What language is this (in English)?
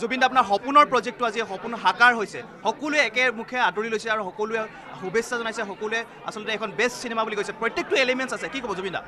Assamese